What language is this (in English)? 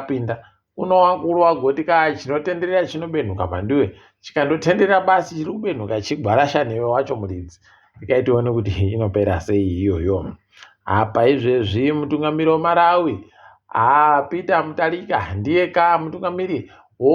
Ndau